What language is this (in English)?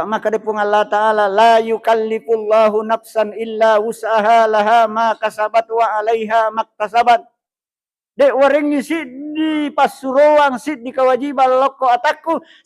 Buginese